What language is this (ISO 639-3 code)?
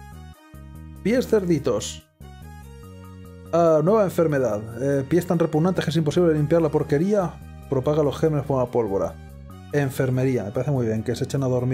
spa